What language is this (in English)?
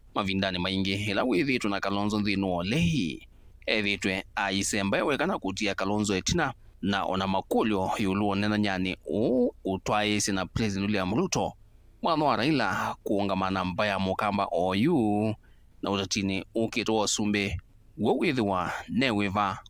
Kamba